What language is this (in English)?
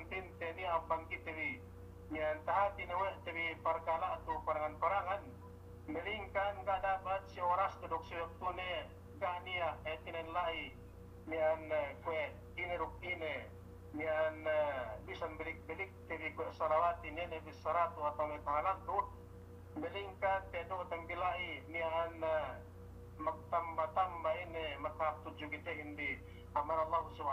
Yakan